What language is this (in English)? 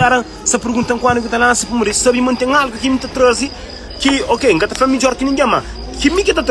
Kabuverdianu